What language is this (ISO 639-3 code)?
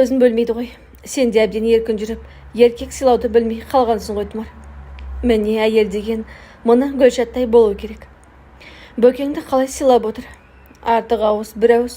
kaz